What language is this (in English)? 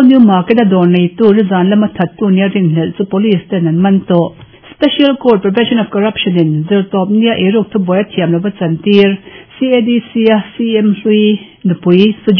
Mizo